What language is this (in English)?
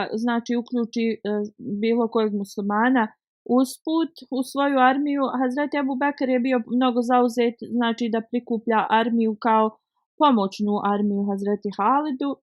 Bosnian